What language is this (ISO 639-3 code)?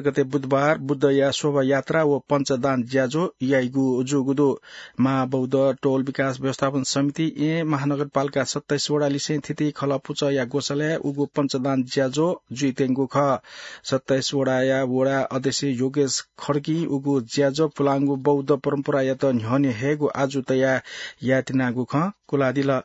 new